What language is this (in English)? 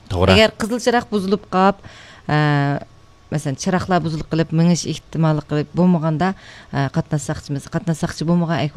Uyghur